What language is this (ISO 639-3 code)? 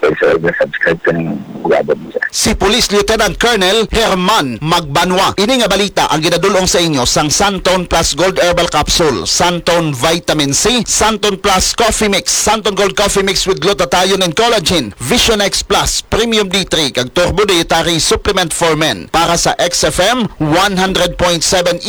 hil